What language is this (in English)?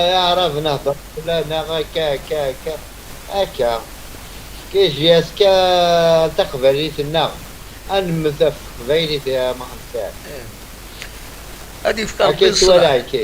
Kabyle